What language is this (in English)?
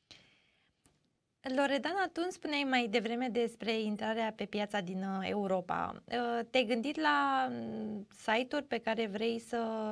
Romanian